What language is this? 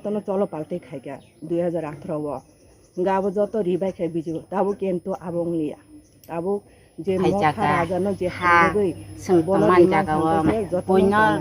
Kok Borok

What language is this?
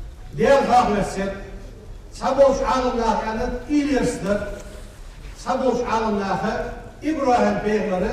Ingush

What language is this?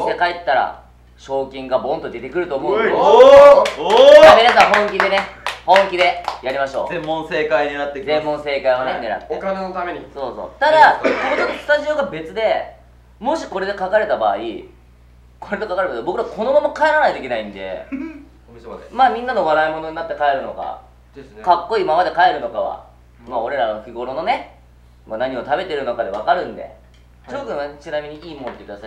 Japanese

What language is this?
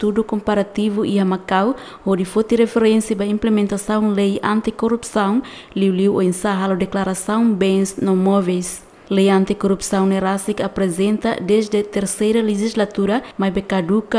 Tetum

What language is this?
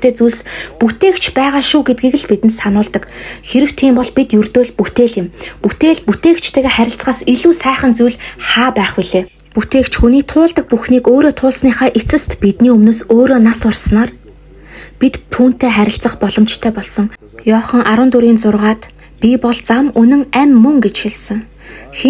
Mongolian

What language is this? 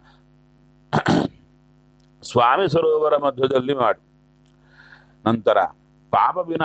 Kannada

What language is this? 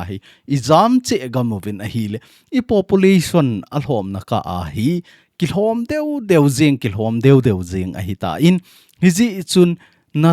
Thado Chin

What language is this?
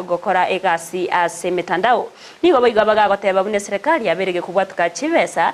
Gusii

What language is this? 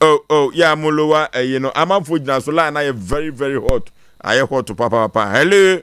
Akan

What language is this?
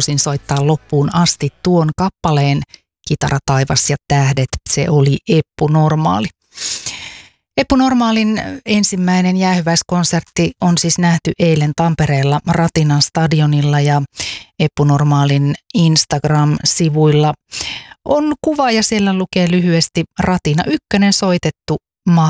Finnish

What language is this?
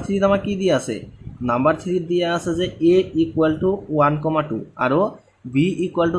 Assamese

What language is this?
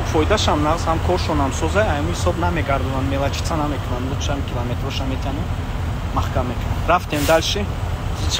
Tajik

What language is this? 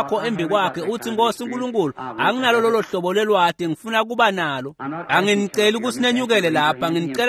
Swati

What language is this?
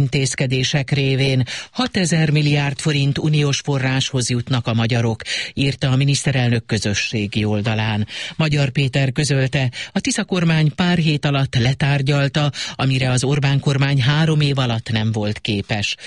Hungarian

